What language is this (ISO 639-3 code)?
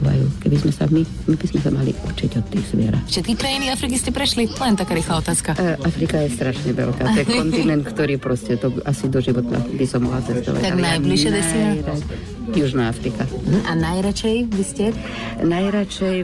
slk